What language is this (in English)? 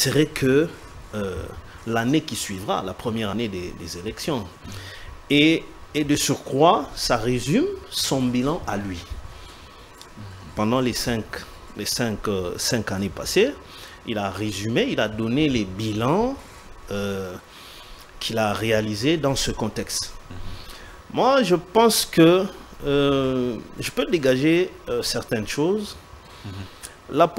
French